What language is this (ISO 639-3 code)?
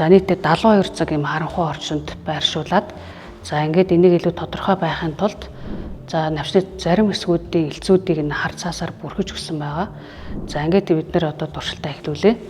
mon